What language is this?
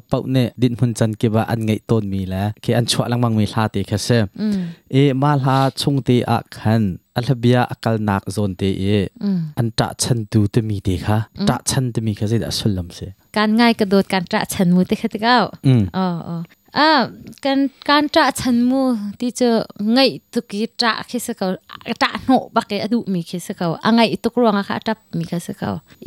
Hakha Chin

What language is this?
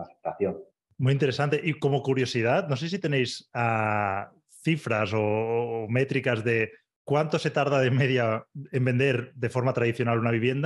Spanish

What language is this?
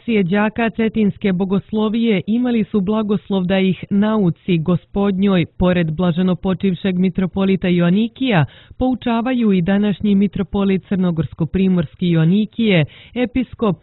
Serbian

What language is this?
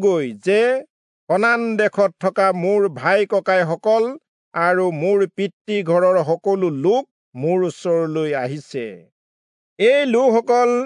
Assamese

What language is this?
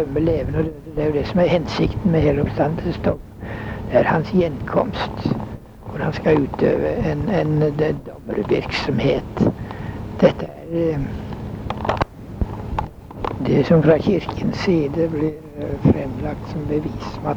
Norwegian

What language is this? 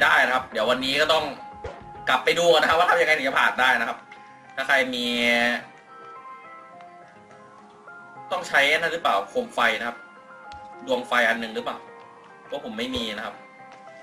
Thai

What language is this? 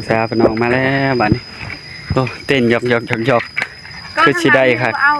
Northeastern Thai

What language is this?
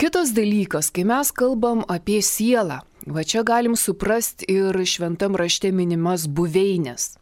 Lithuanian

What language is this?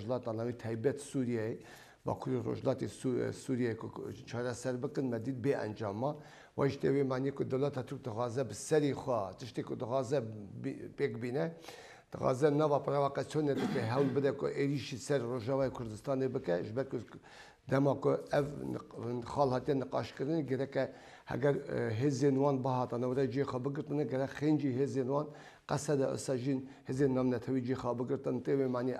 Kurdish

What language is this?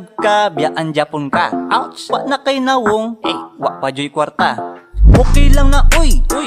Cebuano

